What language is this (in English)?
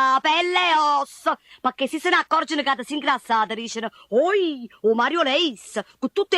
Neapolitan